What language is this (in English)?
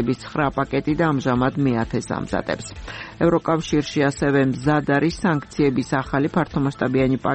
Georgian